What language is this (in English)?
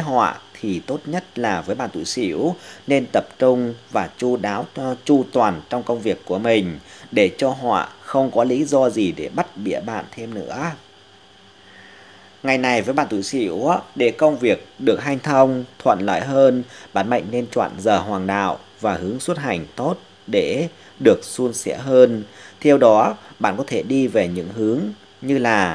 Vietnamese